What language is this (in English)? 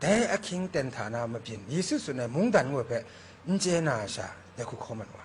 Kachin